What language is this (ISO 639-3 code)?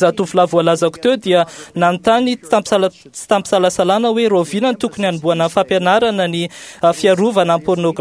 mlg